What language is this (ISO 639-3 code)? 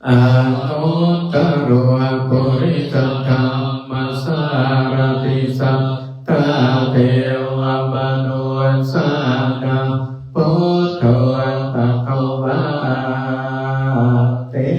pli